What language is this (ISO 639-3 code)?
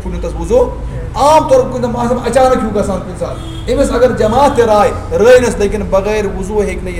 kas